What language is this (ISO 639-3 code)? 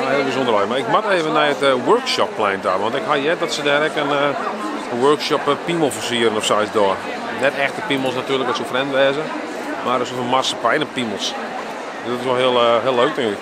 fry